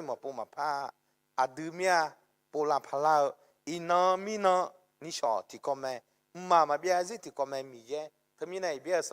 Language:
Akha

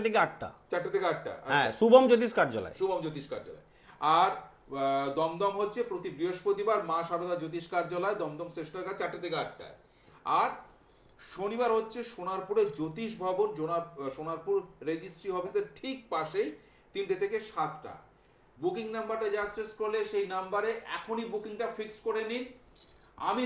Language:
Bangla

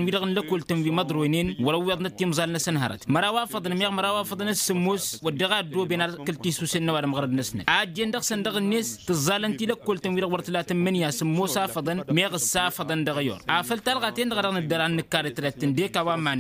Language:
Tamasheq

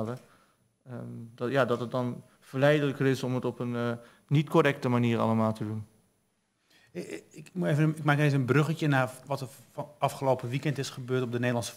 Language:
Dutch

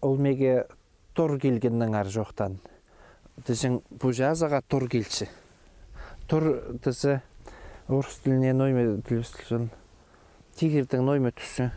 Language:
Khakas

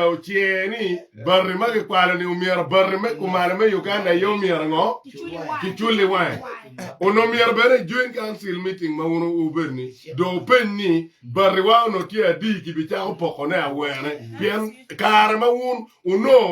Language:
Acoli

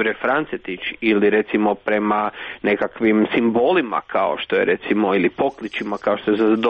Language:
Croatian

